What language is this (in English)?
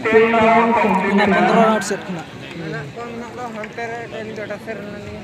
Santali